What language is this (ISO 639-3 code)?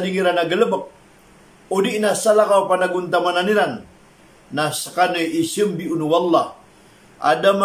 mrw